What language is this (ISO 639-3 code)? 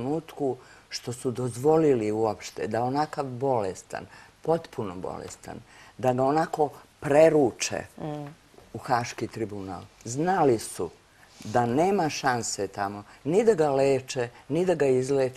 srp